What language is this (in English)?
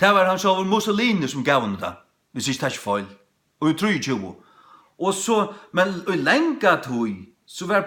Faroese